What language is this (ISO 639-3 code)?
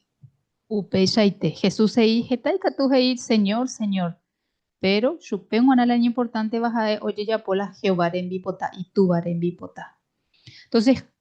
grn